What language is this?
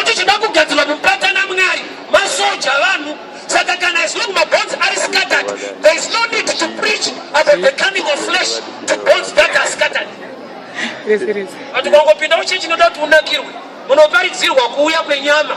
Shona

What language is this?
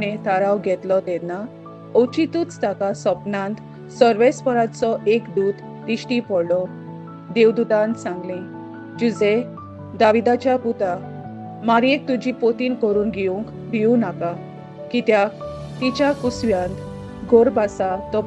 Konkani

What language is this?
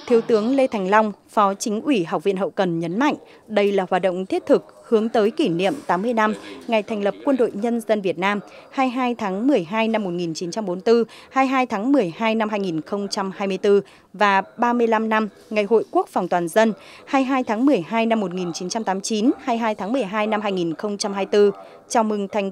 Vietnamese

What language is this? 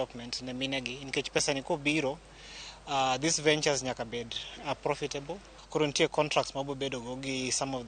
Luo (Kenya and Tanzania)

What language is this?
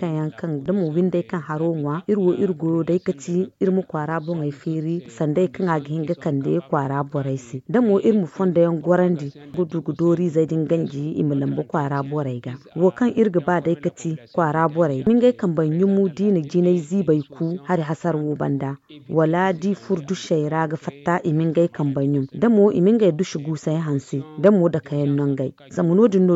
Zarma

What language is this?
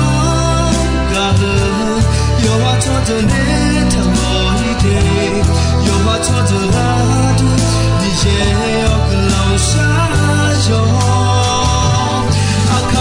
Akha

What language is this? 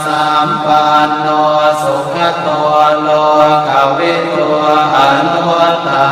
Pali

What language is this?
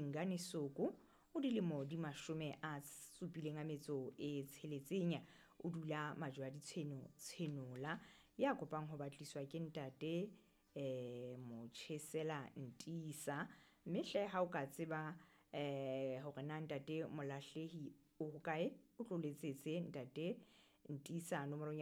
Southern Sotho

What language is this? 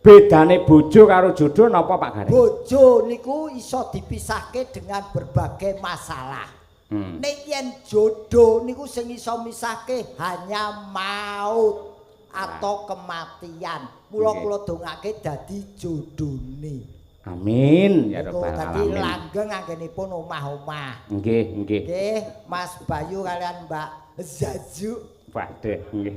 Javanese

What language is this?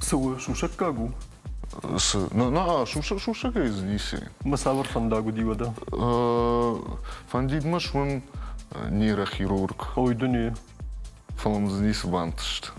Ossetic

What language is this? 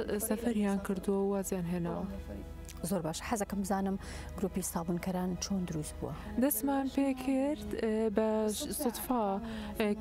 Central Kurdish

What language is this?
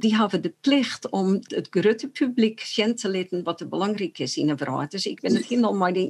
Western Frisian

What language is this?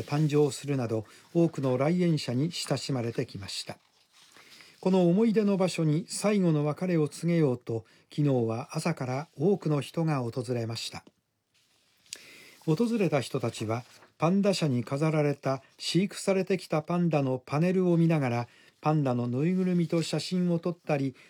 Japanese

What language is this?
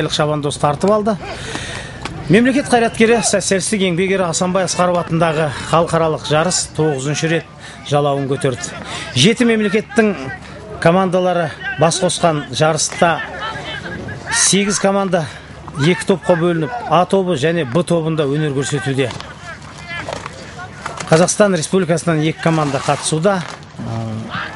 Kazakh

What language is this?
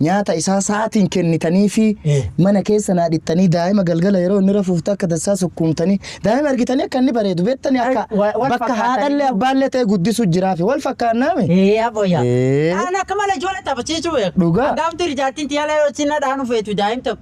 Oromo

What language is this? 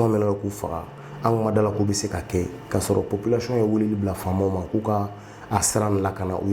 Bambara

